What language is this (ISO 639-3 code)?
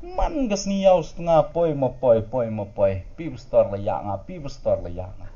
kha